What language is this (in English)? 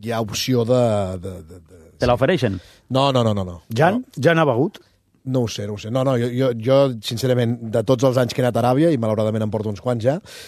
Catalan